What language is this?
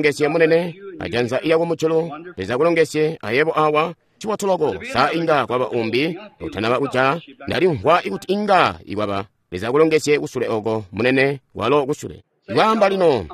Tonga (Zambia)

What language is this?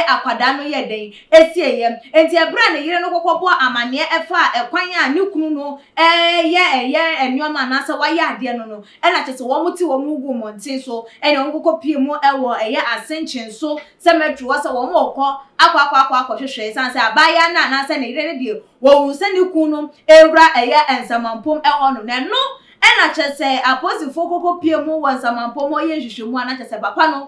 Akan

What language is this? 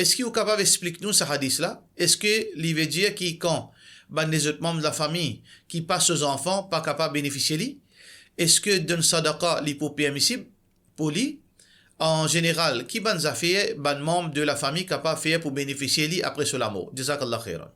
Morisyen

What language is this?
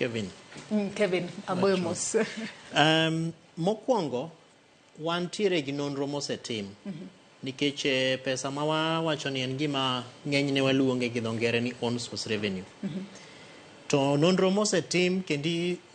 Luo (Kenya and Tanzania)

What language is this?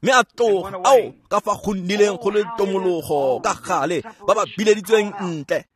Tswana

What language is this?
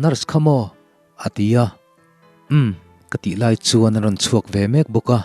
Mizo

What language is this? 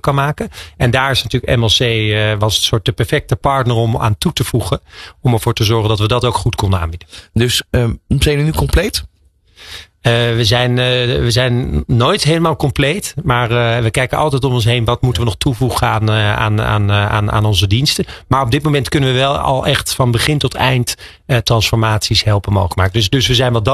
Dutch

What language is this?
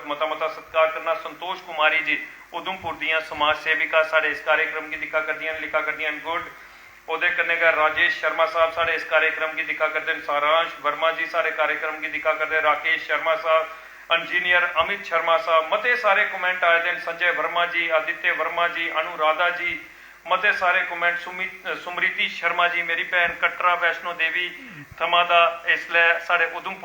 Dogri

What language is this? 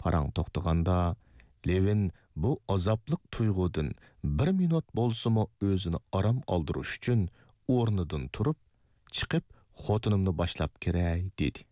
Uyghur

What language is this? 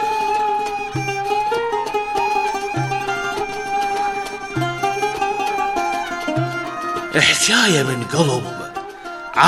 Arabic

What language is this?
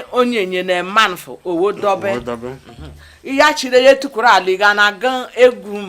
Igbo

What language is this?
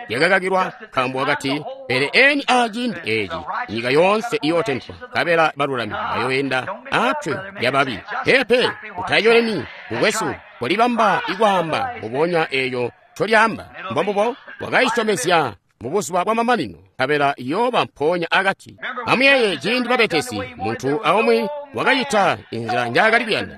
Tonga (Zambia)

